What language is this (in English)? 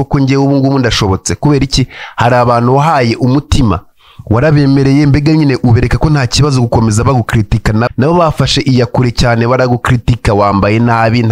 Kinyarwanda